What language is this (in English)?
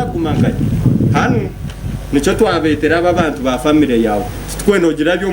Nyankole